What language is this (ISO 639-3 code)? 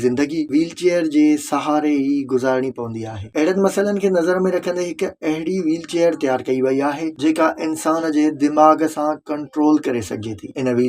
snd